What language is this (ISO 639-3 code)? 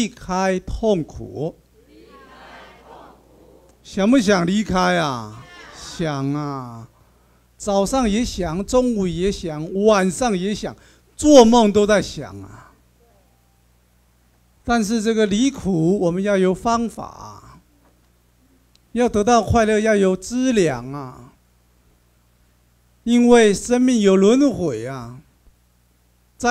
zho